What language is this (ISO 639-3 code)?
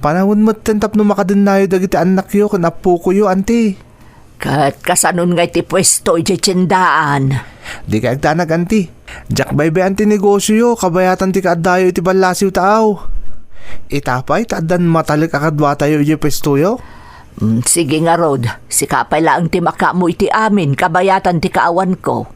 ilo